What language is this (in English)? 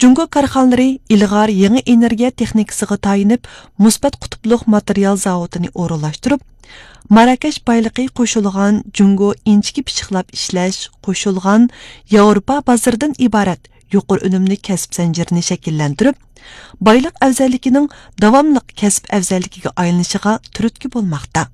Uyghur